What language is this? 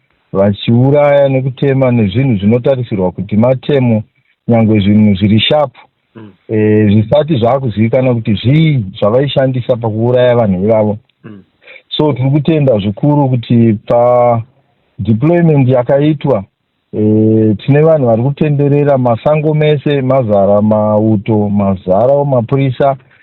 Shona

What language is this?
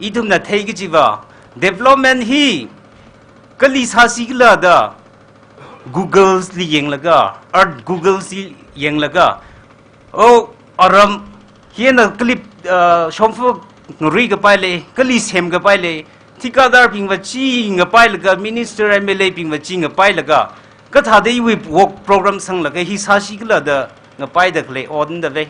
Tangkhul Naga (India)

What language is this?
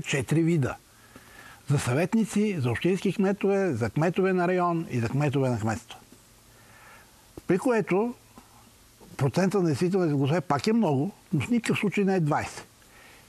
Bulgarian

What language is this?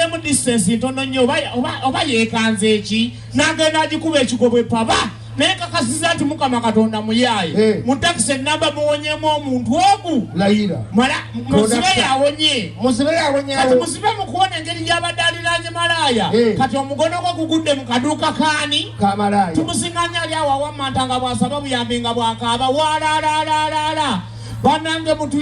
Ganda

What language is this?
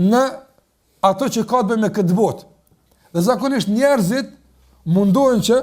Albanian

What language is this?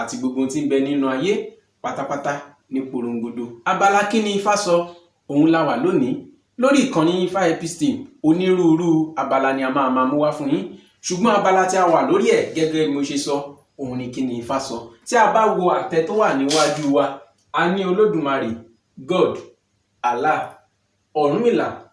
Yoruba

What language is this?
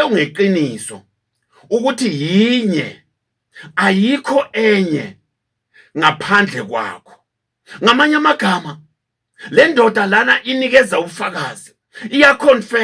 Zulu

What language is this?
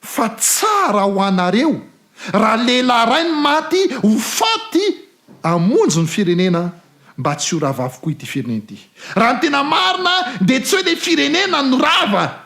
Malagasy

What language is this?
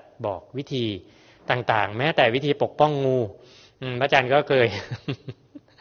Thai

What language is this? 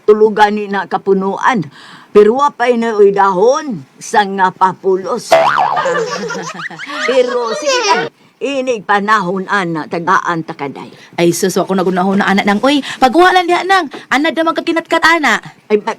Cebuano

